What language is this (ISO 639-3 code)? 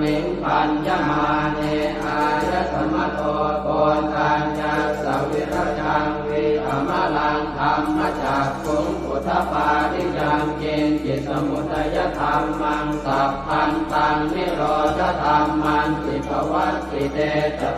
pli